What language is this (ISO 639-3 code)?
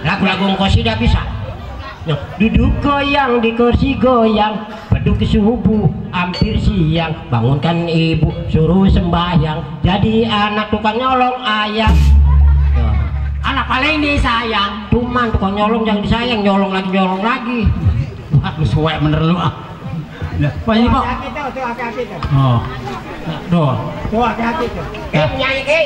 bew